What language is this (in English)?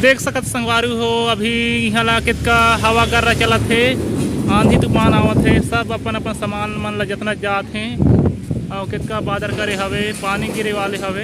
Chhattisgarhi